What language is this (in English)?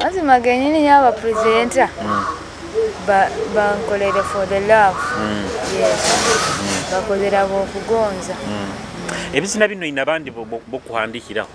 Nyoro